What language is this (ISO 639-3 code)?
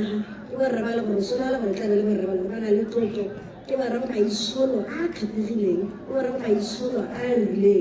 tsn